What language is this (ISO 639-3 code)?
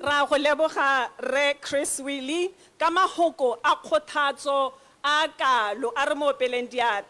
tsn